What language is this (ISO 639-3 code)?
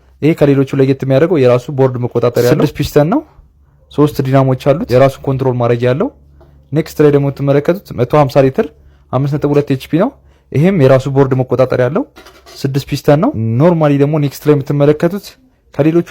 amh